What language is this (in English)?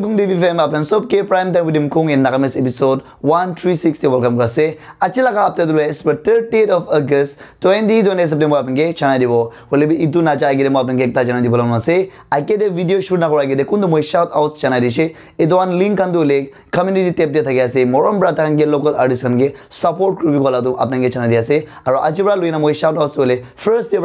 Naga Pidgin